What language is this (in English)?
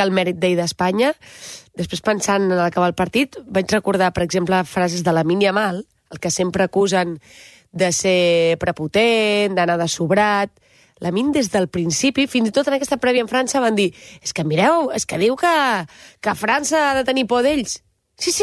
Catalan